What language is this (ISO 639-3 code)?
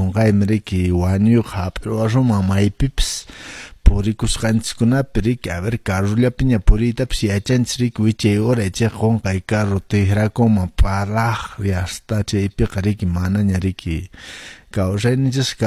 que